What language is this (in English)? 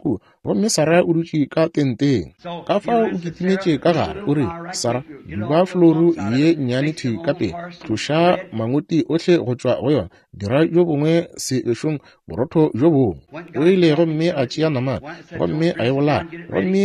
Northern Sotho